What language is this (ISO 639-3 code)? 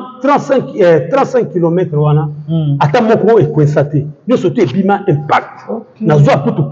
lin